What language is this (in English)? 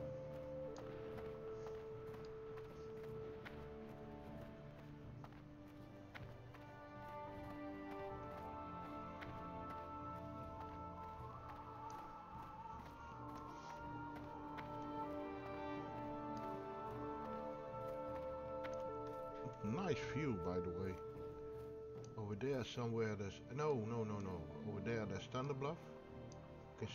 English